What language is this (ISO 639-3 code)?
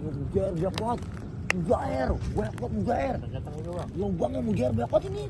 bew